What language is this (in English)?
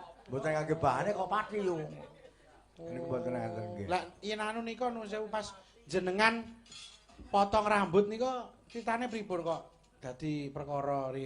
Javanese